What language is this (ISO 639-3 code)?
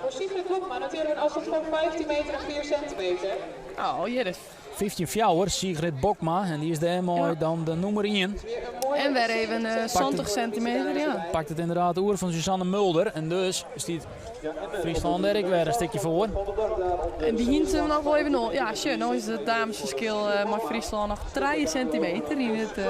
fry